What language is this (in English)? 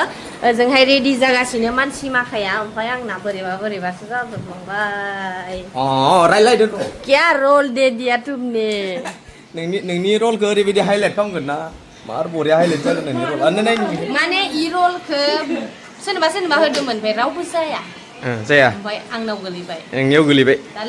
Bodo